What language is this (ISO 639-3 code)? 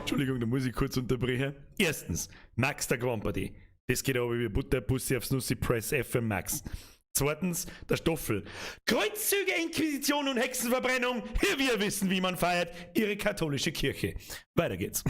bar